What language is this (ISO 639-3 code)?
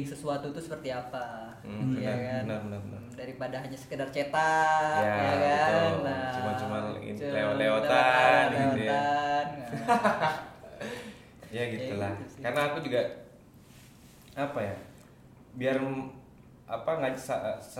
ind